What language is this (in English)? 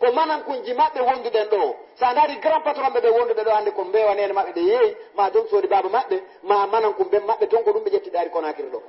Fula